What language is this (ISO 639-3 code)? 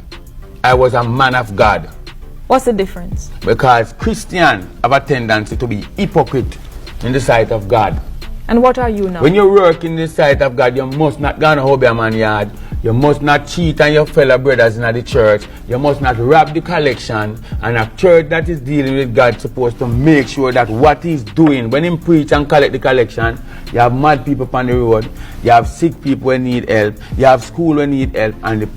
jam